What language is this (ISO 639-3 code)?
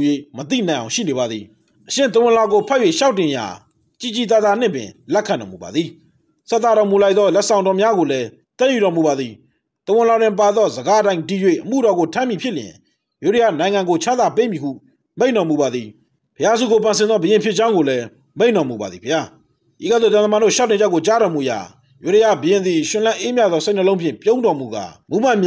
mya